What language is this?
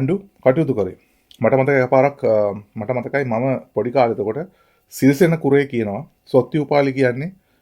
Sinhala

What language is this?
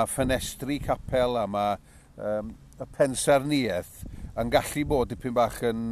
Welsh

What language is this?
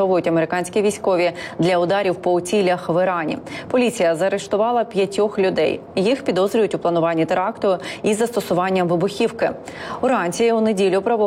Ukrainian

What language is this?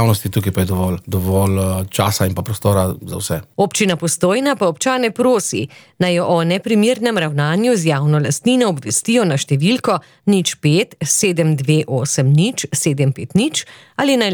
Slovenian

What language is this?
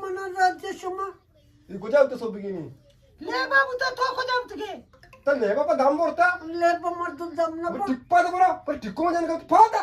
Eastern Balochi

